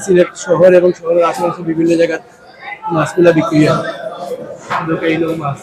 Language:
Sylheti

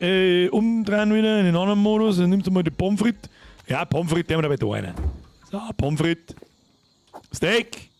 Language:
Bavarian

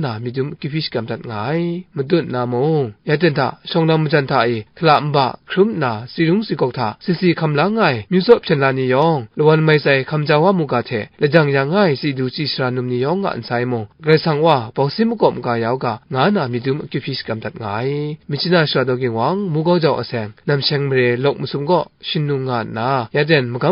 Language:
Kachin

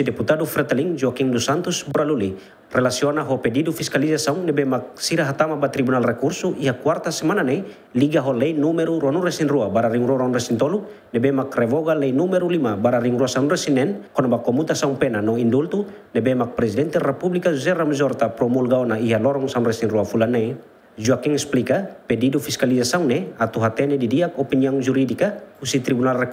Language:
Tetum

